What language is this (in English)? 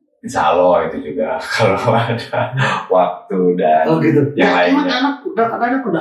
Indonesian